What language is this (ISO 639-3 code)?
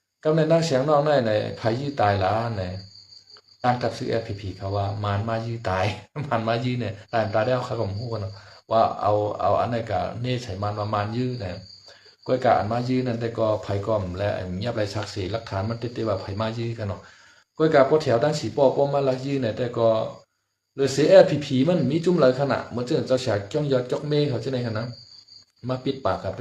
shn